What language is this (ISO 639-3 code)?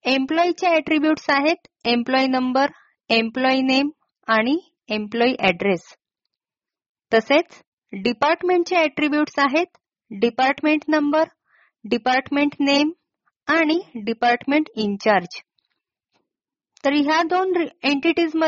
mar